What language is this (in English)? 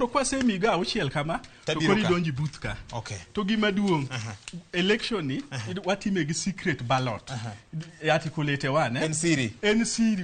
Luo (Kenya and Tanzania)